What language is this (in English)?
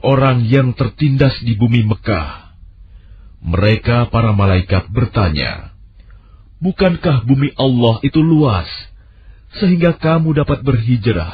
Indonesian